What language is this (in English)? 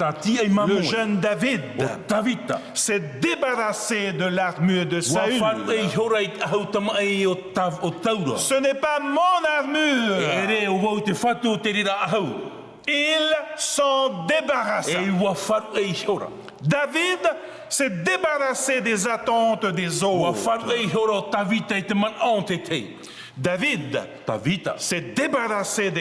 Tahitian